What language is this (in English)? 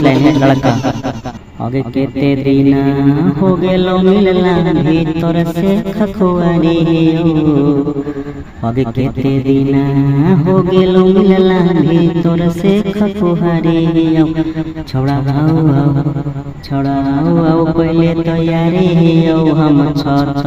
Magahi